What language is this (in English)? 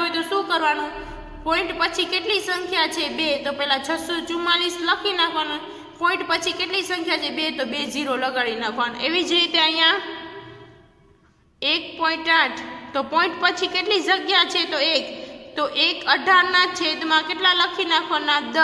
Gujarati